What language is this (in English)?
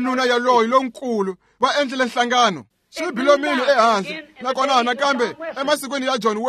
Tsonga